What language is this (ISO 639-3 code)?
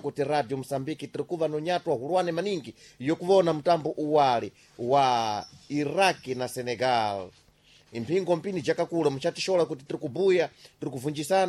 seh